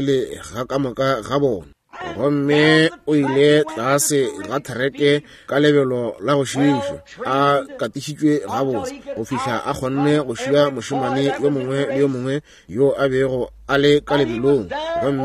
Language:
Northern Sotho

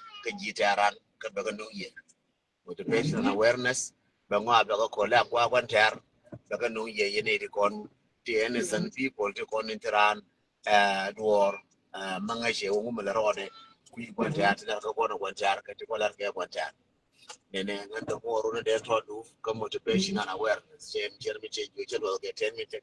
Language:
Nuer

